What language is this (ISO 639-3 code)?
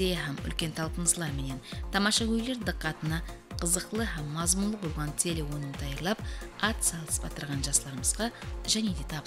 kaa